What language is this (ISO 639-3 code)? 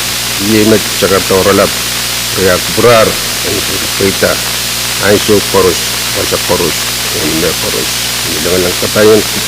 pon